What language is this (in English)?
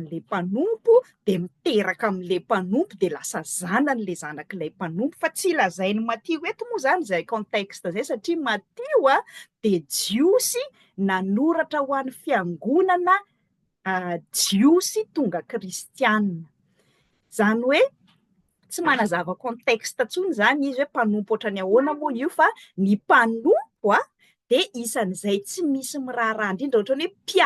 Malagasy